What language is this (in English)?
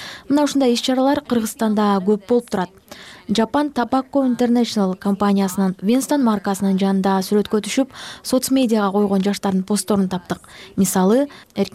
Kyrgyz